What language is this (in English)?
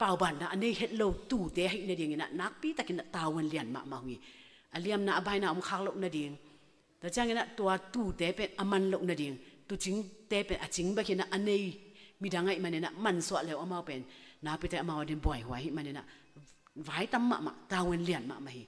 Tedim Chin